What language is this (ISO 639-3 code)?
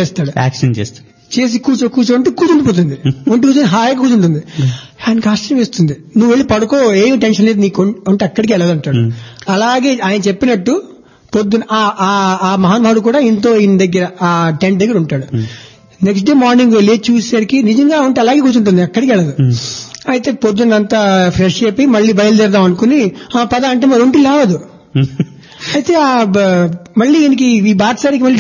tel